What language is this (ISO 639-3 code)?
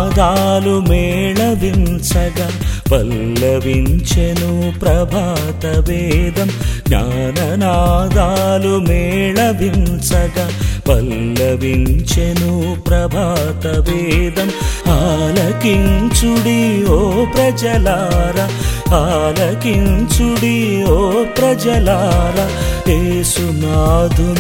tel